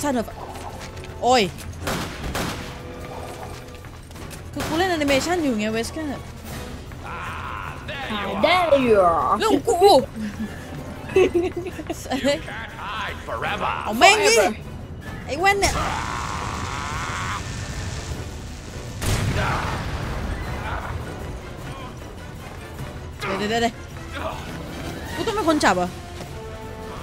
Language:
Thai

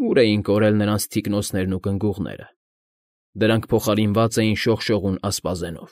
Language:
Armenian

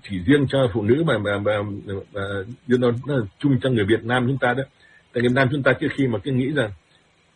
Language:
Vietnamese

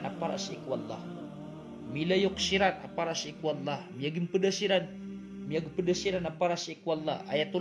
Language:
Maranao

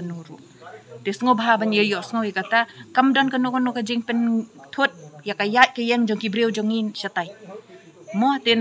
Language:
Khasi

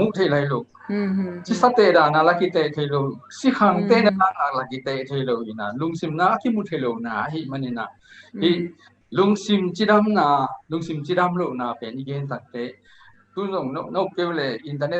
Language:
Tedim Chin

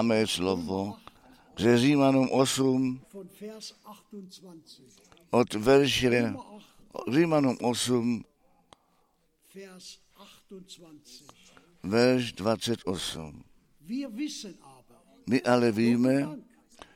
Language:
Czech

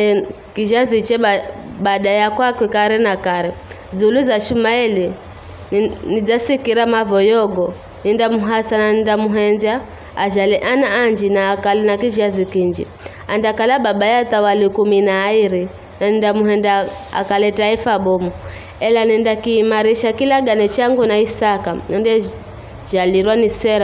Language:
Giryama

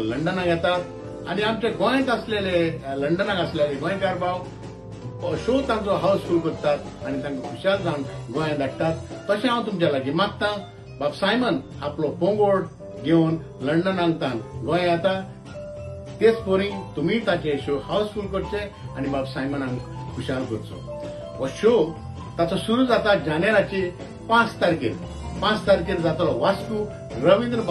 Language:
Konkani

